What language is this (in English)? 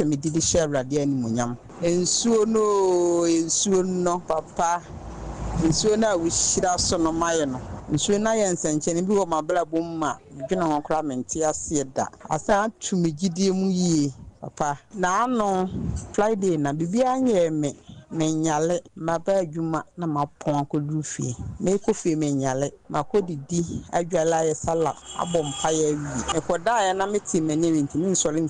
Akan